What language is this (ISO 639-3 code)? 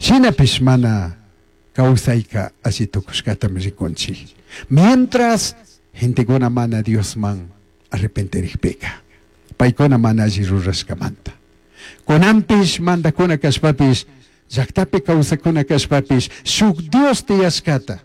qug